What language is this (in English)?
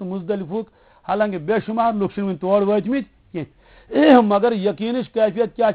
Kashmiri